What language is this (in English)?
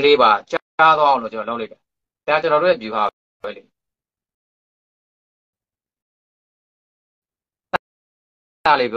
Burmese